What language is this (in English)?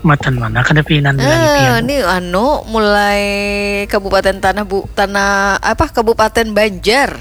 Banjar